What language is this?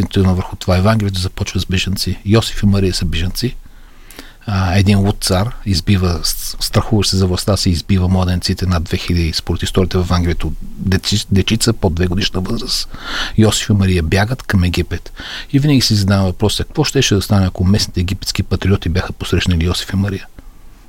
Bulgarian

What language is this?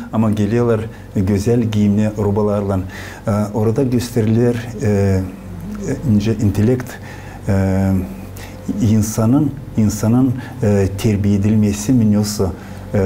Gagauz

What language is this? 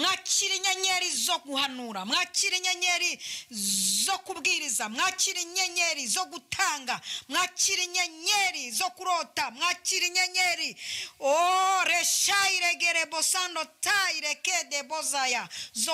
Kinyarwanda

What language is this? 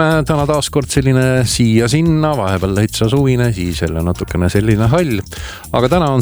Estonian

